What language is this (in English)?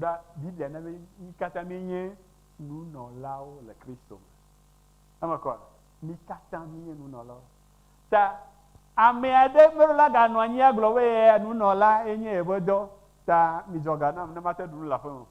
Ewe